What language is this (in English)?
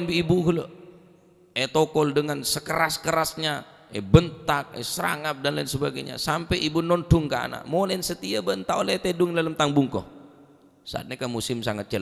Madurese